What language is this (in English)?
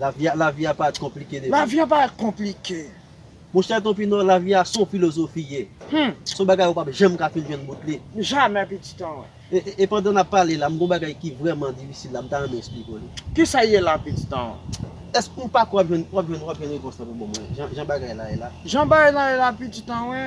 Haitian Creole